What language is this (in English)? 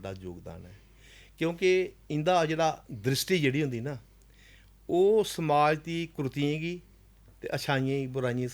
Dogri